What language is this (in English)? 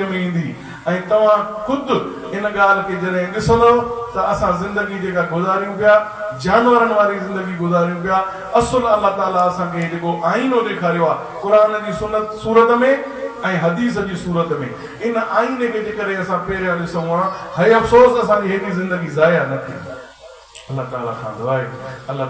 Sindhi